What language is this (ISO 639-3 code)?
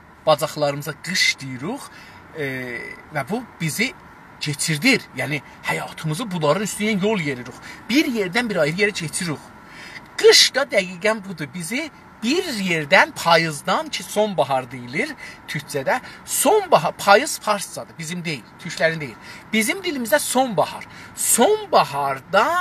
azb